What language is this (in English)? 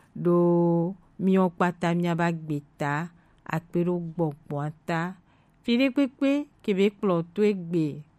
Gen